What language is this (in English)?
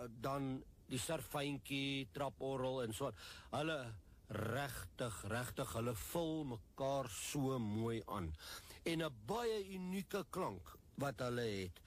Afrikaans